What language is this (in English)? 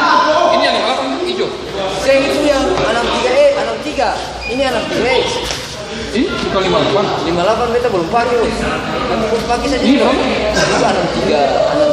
Ambonese Malay